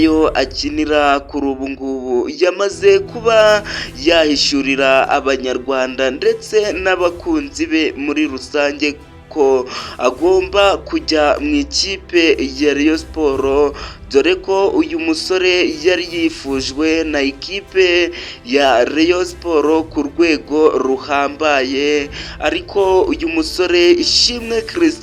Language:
Kinyarwanda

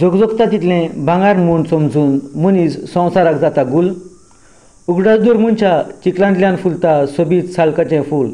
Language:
Konkani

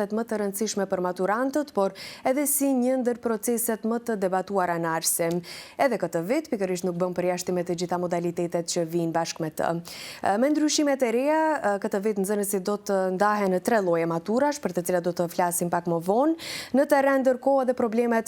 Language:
Albanian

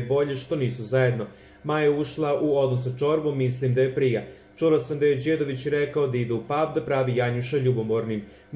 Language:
Serbian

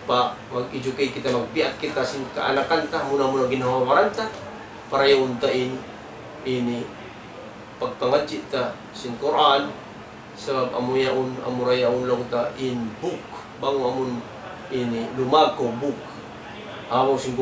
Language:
Tausug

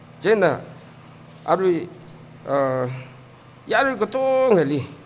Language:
Tangkhul Naga (India)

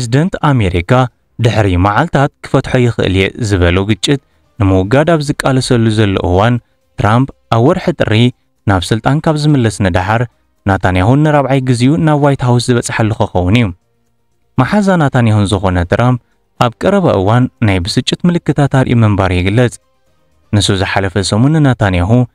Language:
Tigrinya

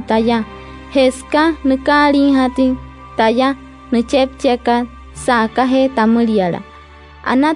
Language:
Wayuu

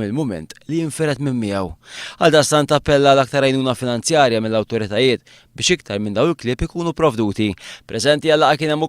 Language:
Maltese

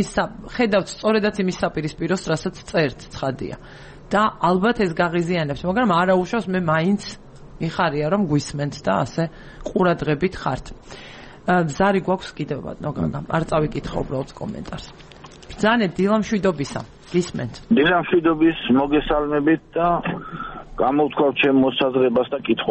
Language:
Georgian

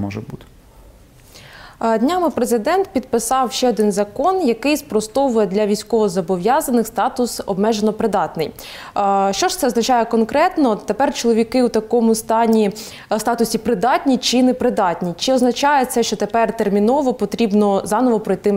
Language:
Ukrainian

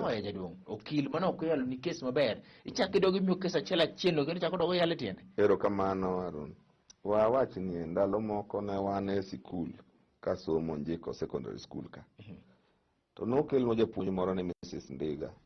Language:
Luo (Kenya and Tanzania)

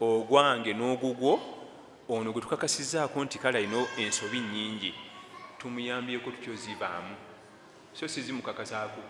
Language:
Ganda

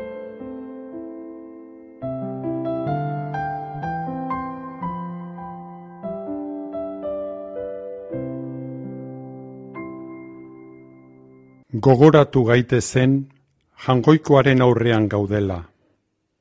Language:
Basque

